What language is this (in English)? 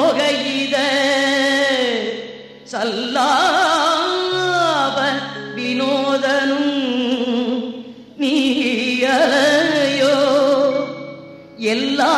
Tamil